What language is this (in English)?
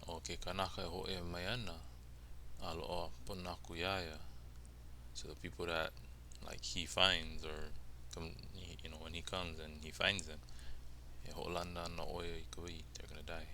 Hawaiian